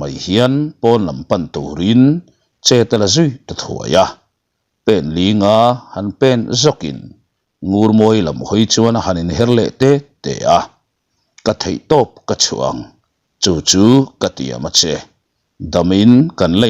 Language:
Mizo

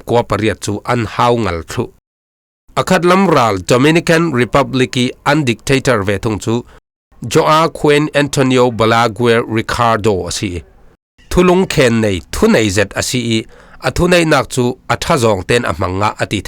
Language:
Falam Chin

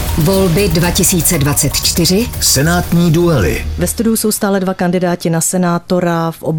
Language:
Czech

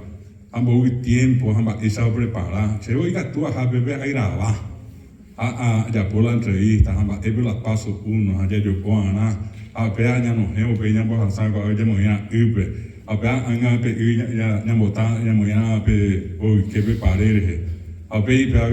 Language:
Guarani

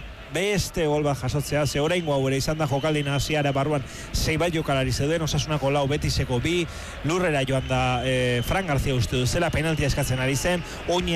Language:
Basque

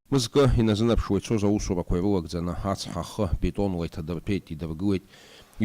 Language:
Abkhazian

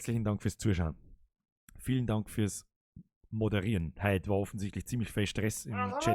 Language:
Bavarian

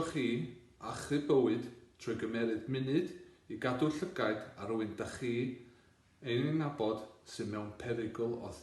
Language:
Welsh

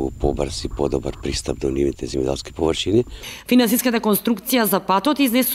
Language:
Macedonian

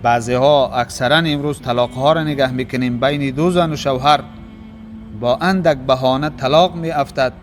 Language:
Tajik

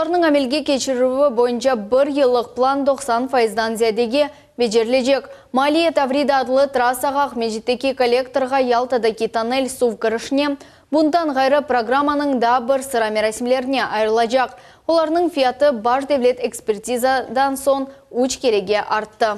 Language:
Crimean Tatar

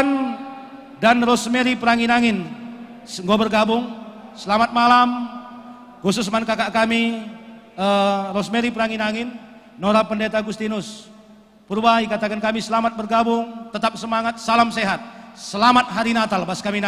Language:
Batak Karo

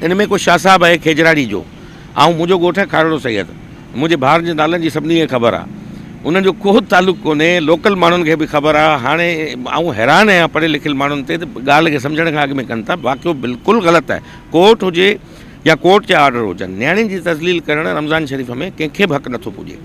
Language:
Sindhi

